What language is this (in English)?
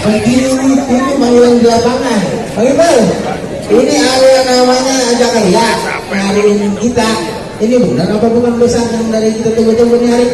Betawi